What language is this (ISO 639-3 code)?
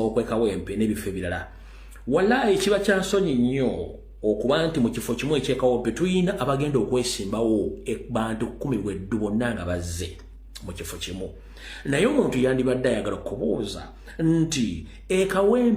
lug